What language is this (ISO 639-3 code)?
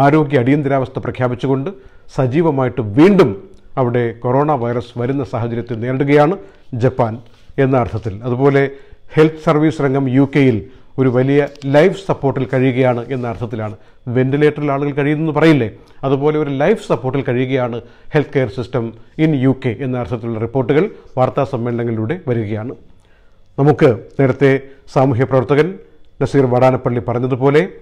mal